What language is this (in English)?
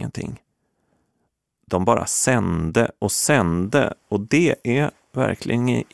Swedish